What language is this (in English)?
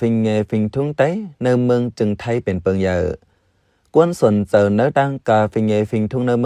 Shan